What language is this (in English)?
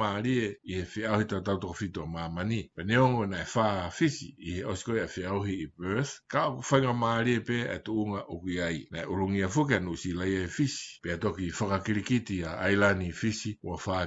Tongan